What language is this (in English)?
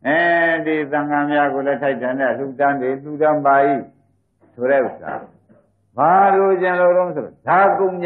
Burmese